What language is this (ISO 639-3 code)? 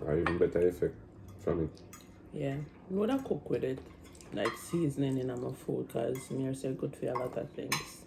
jam